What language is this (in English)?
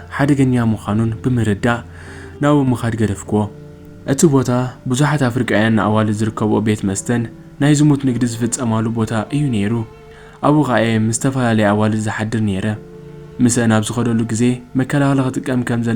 Tigrinya